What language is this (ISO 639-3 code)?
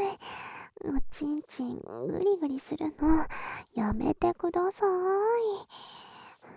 jpn